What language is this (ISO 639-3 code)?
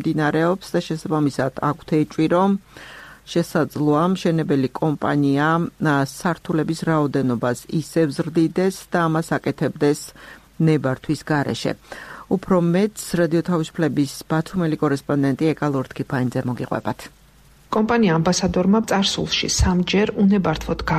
kat